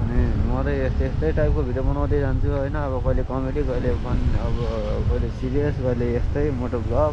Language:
Nepali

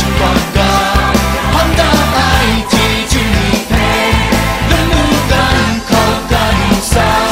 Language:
Kachin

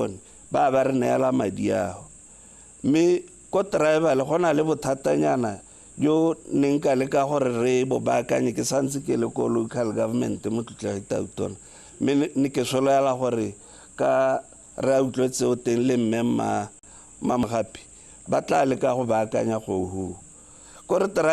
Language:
Tswana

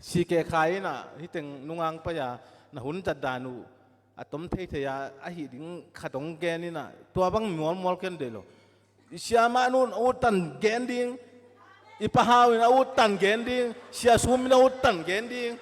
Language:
Hakha Chin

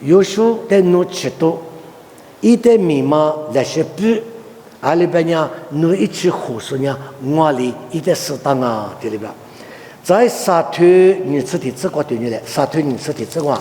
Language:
Lisu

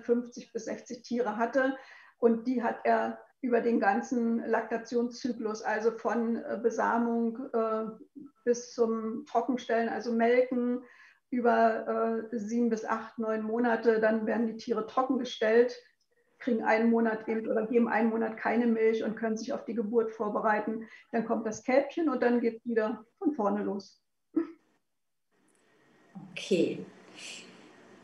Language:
German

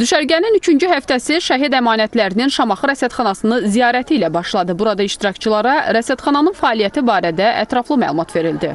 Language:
Azerbaijani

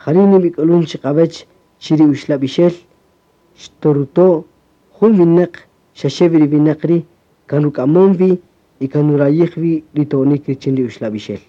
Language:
Kaqchikel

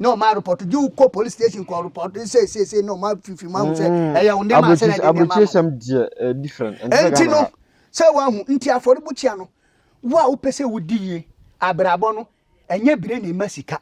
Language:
Akan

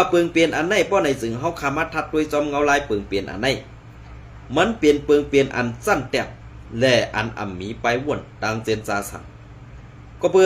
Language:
Shan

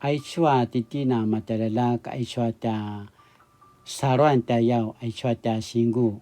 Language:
Paiwan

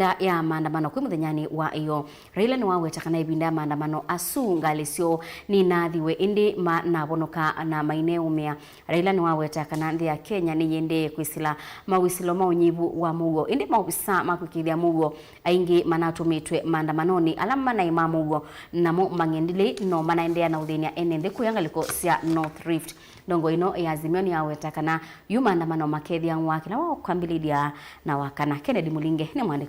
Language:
Kamba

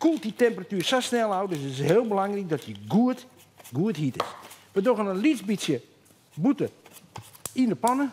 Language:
Western Frisian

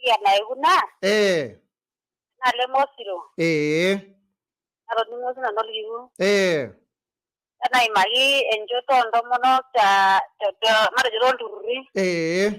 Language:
Masai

